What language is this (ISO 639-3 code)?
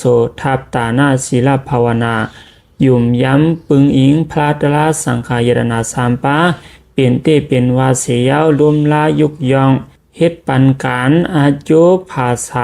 shn